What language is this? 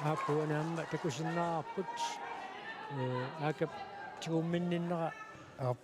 Kalaallisut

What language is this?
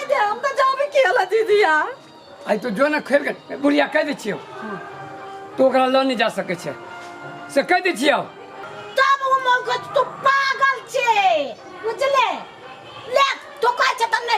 Maithili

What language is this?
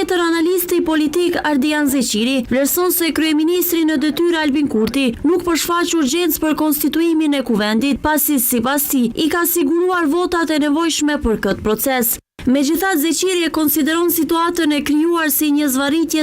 Albanian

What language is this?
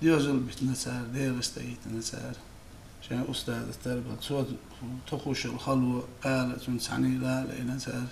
Chechen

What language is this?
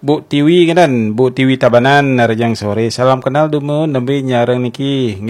Balinese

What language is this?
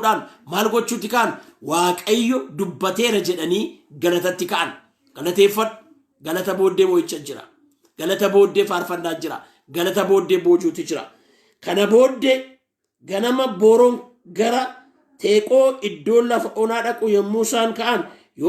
Oromo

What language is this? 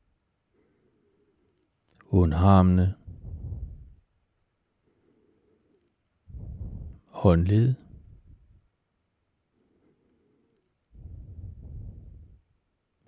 Danish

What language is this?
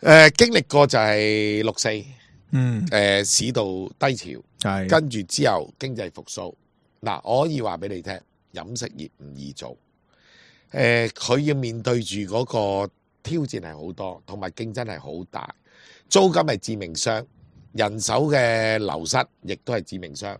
Cantonese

